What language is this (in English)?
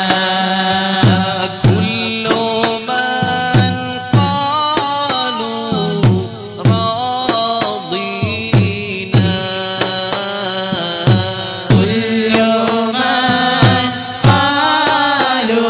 Malayalam